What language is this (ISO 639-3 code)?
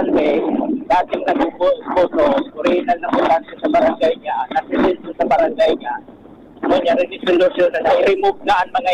bik